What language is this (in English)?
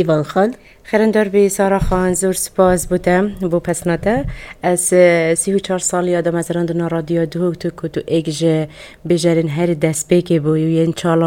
Kurdish